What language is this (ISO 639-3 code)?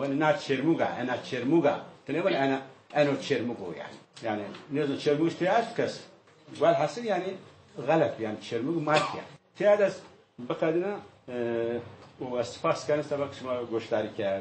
zza